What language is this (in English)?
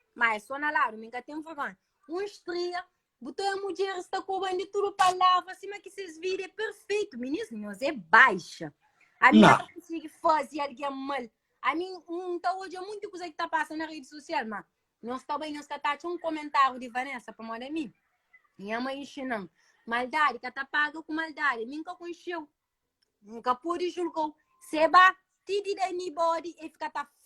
Kabuverdianu